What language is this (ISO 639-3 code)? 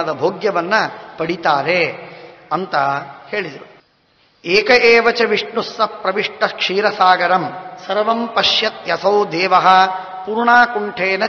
kan